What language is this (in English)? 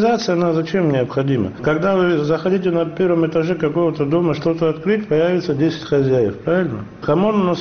Russian